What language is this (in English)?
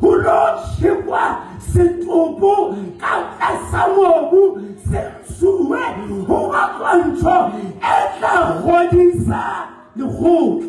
Southern Sotho